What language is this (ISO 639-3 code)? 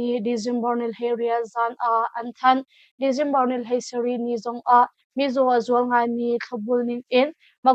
cnh